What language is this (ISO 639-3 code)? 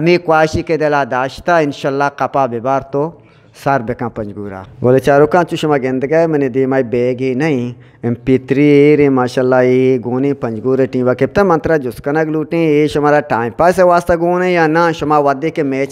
bgp